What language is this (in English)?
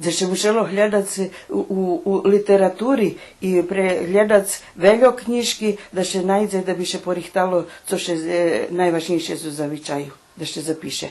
Rusyn